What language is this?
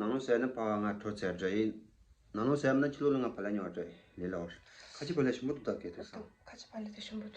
Tibetan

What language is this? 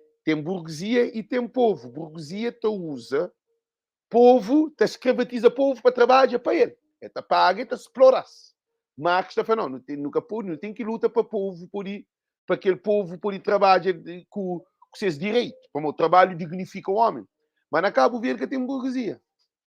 Kabuverdianu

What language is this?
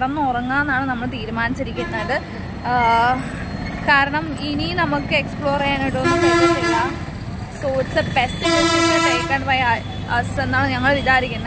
Malayalam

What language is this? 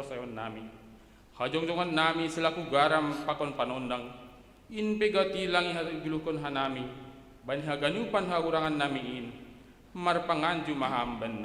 Batak Simalungun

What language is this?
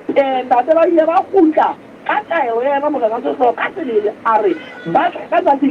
Southern Sotho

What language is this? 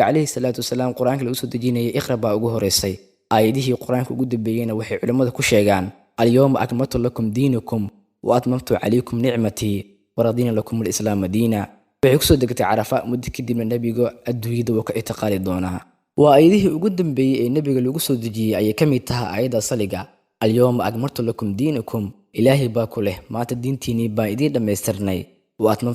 Somali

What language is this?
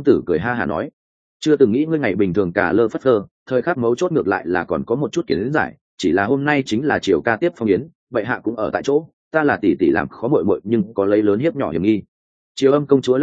Vietnamese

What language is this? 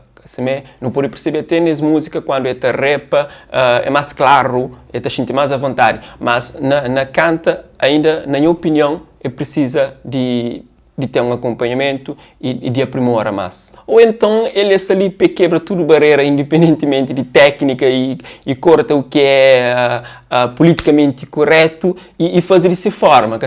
Kabuverdianu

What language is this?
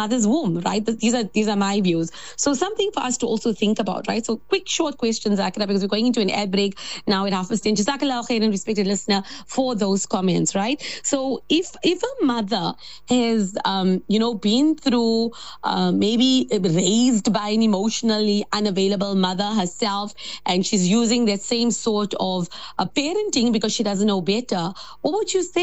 English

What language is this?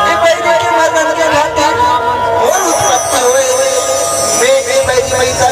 Chhattisgarhi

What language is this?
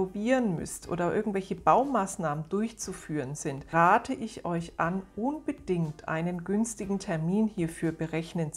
German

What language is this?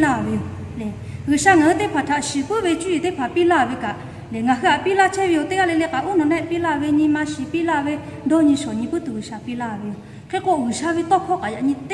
Lahu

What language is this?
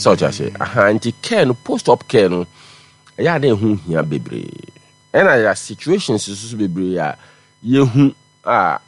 Akan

